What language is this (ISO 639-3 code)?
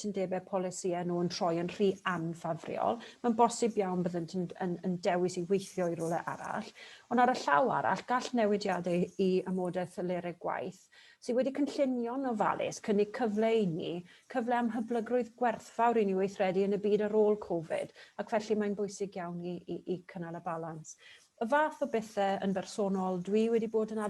cym